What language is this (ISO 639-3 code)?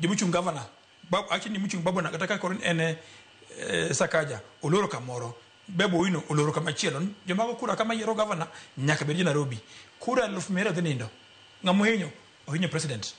luo